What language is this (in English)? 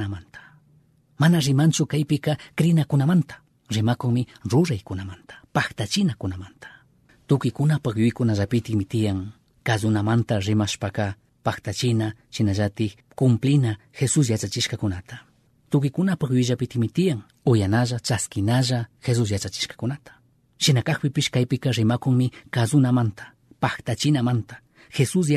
Chimborazo Highland Quichua